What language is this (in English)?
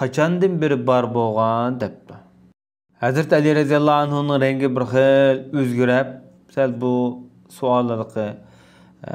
Uyghur